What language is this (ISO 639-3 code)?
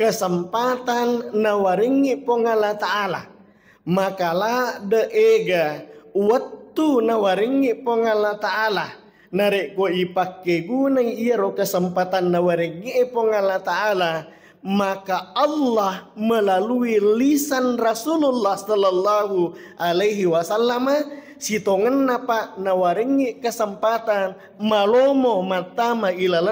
bug